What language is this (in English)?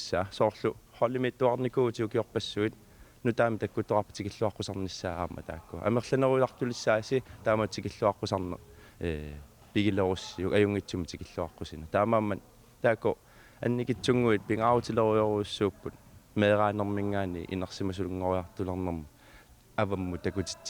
Kalaallisut